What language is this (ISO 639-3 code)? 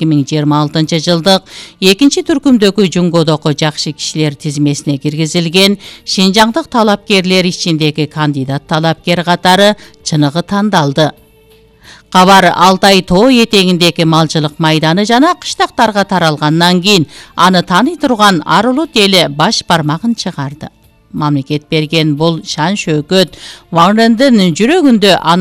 kir